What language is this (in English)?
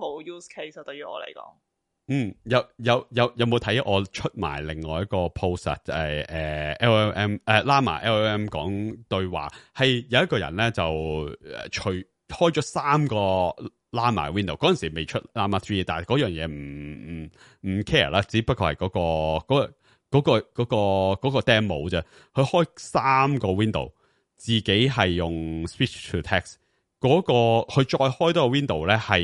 Cantonese